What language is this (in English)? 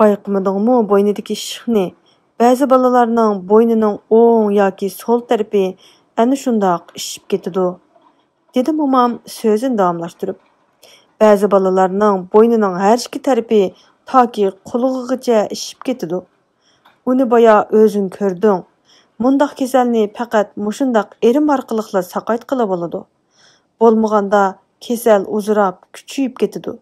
Uyghur